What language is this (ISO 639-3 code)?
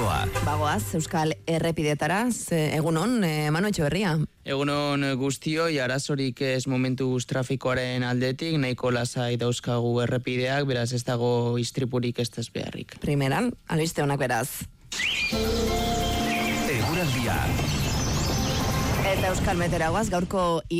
eus